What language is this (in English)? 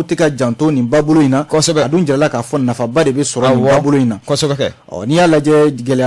Bambara